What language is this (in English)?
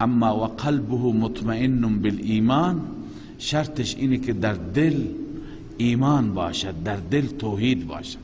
Persian